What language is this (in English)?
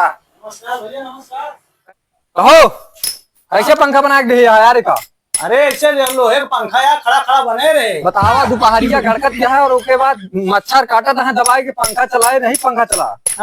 Awadhi